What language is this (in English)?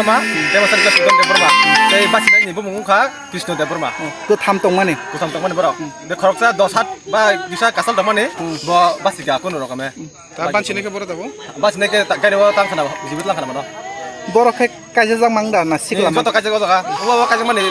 Kok Borok